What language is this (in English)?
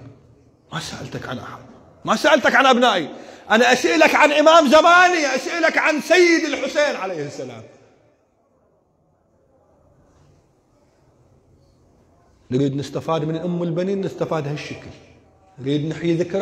Arabic